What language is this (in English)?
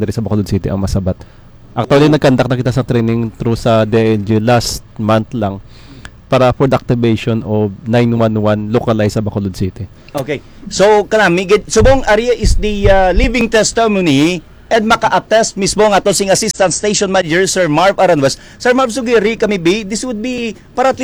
Hiligaynon